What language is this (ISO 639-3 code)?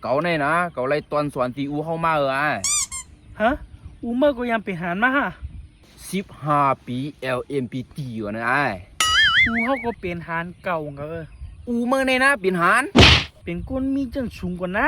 shn